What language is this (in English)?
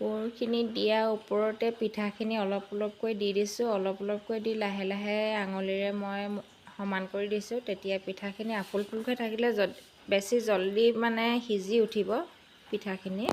Assamese